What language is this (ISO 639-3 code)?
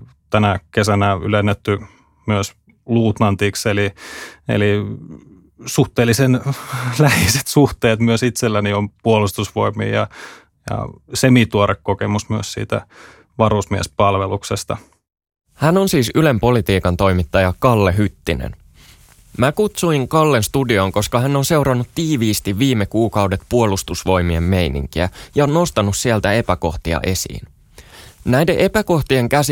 fin